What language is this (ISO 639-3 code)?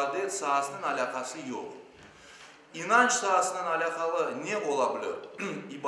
crh